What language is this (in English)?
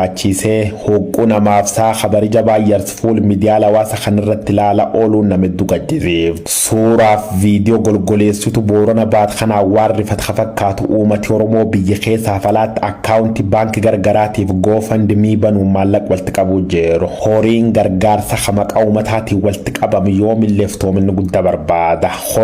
Oromo